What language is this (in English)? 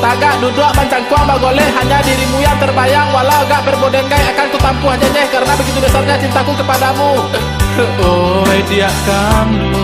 Minangkabau